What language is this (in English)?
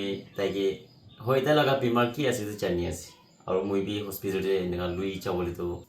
Naga Pidgin